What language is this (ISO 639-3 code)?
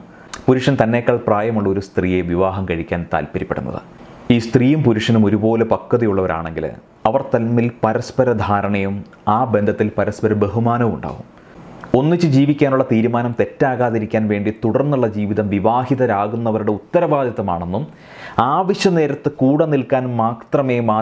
mal